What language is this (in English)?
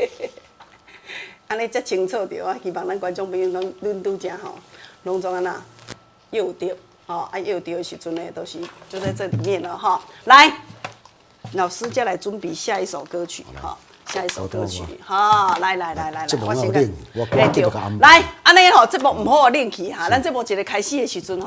Min Nan Chinese